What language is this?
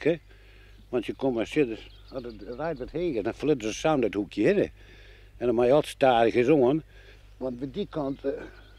Western Frisian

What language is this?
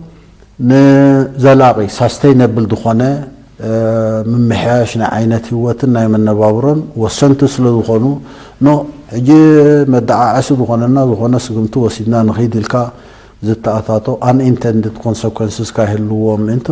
Tigrinya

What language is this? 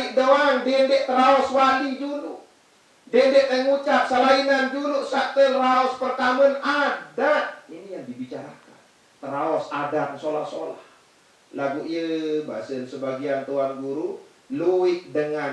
Sasak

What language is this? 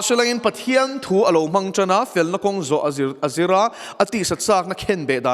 Mizo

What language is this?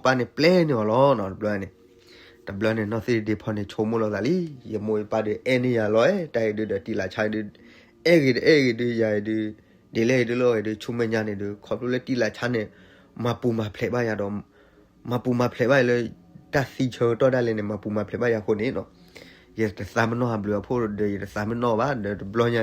S'gaw Karen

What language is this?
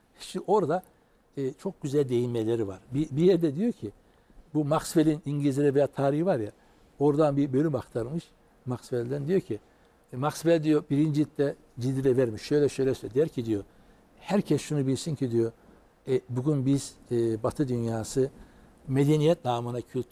Turkish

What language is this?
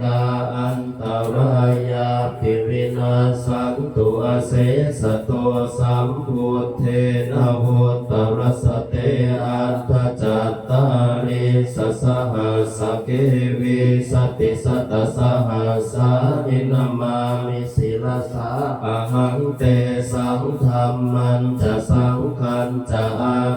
Pali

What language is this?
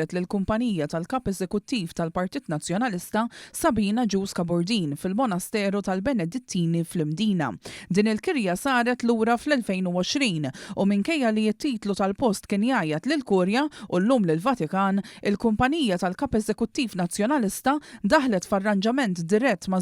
Maltese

